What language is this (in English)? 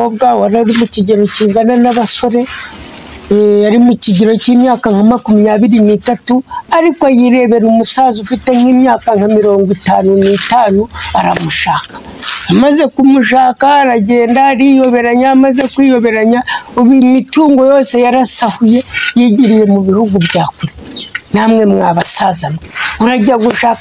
Kinyarwanda